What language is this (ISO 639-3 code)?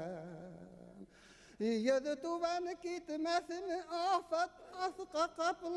bak